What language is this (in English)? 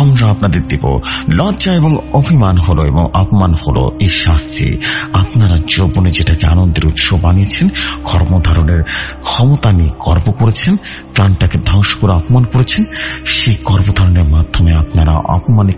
Bangla